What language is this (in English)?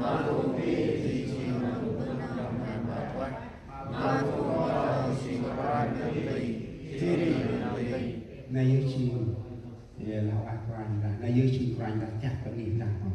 Central Mnong